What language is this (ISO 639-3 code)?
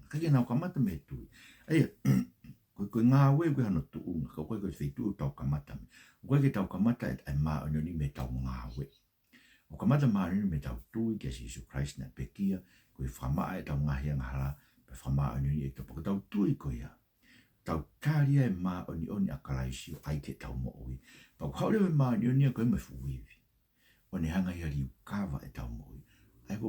ton